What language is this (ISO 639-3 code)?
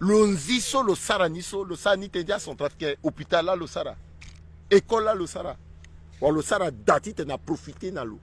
sag